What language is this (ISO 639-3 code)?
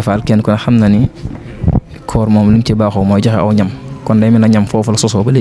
wol